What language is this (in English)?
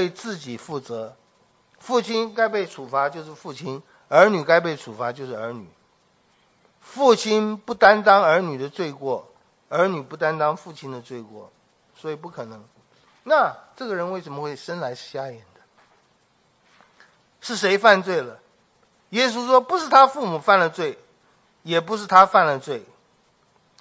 Chinese